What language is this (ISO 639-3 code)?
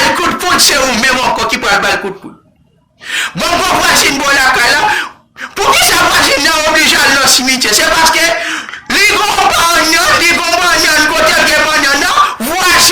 hat